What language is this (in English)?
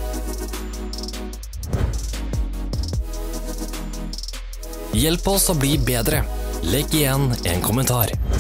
Norwegian